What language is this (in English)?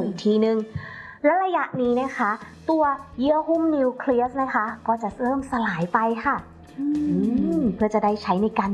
Thai